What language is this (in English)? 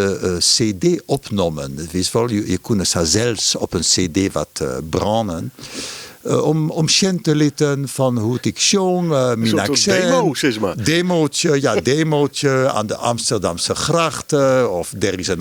Western Frisian